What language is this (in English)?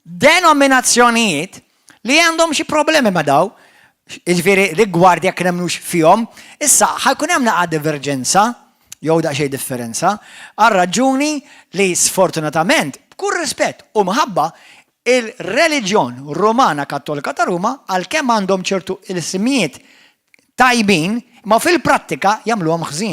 Maltese